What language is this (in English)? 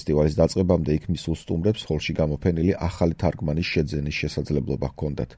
Georgian